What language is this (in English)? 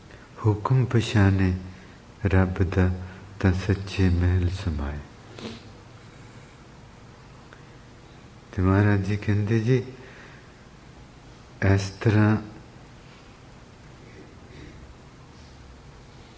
Punjabi